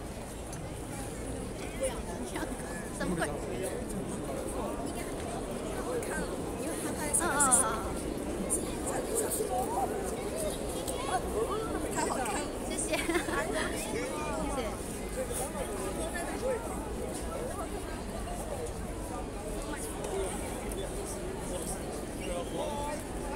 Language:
Chinese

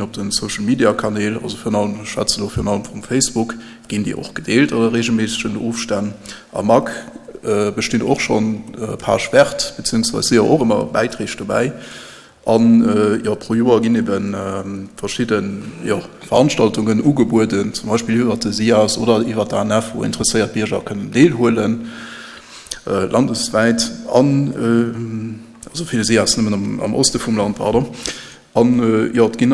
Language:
Luxembourgish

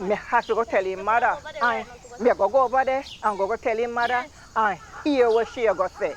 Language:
Jamaican Creole English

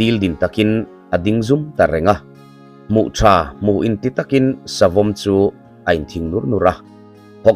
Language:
Mizo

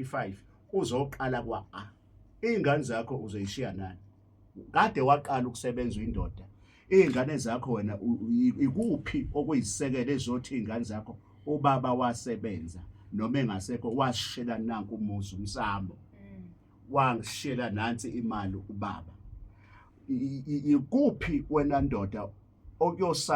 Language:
Zulu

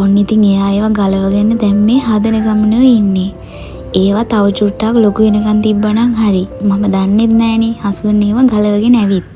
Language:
Sinhala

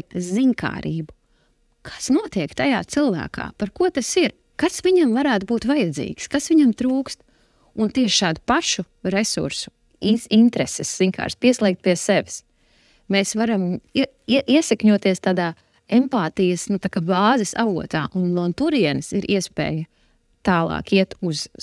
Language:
Latvian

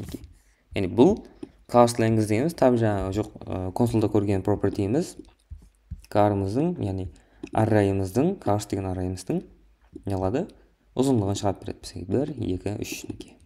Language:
Kara-Kalpak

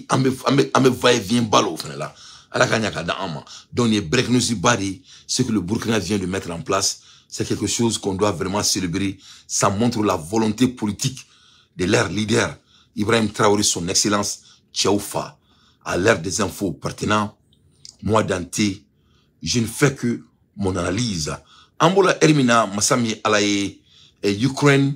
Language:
Bambara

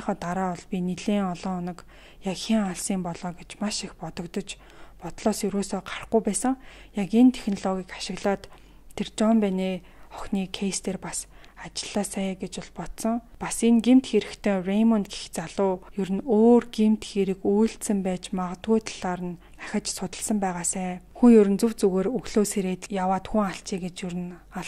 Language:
Mongolian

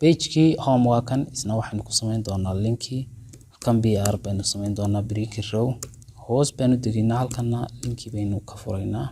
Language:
Somali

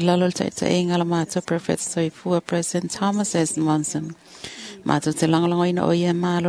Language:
Samoan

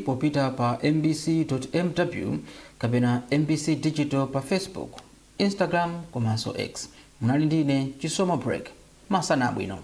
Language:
Nyanja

